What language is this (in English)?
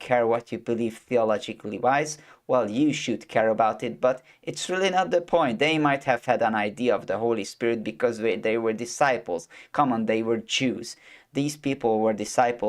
English